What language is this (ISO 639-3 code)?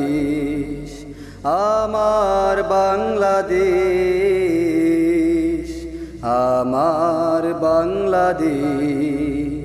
ben